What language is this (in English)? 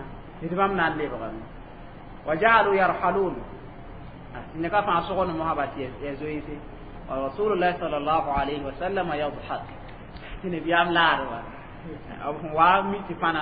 Mossi